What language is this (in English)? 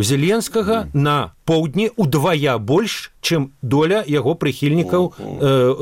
Belarusian